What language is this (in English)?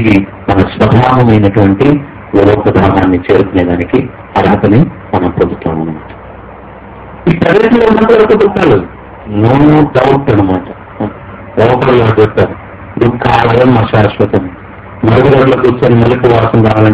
Telugu